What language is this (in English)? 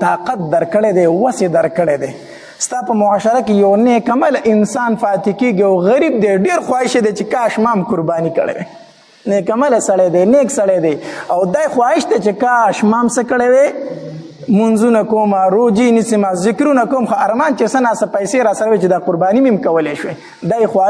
Pashto